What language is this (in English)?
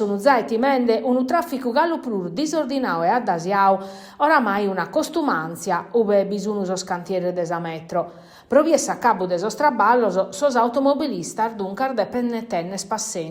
Sardinian